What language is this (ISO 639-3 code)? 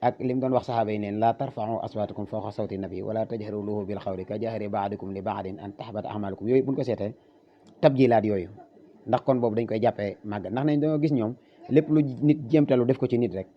wol